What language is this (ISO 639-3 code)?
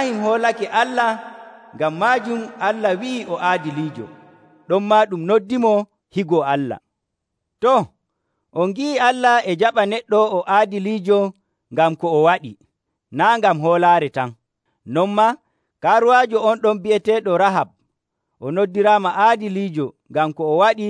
fuv